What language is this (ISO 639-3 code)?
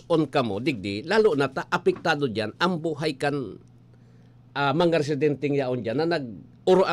bik